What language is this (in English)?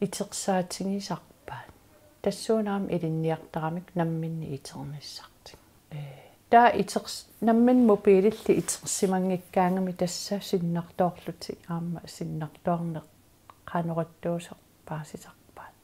Kalaallisut